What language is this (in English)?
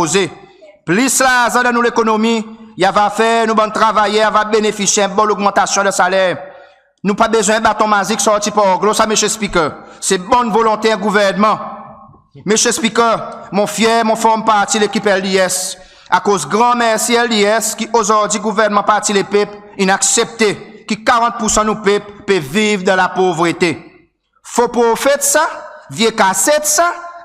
Seselwa Creole French